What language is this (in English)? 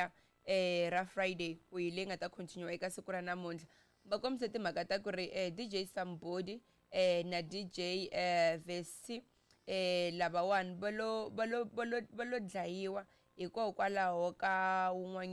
Tsonga